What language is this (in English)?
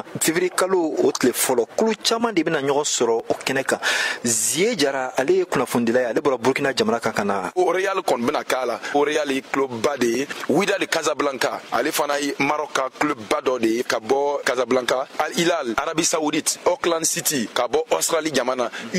Bambara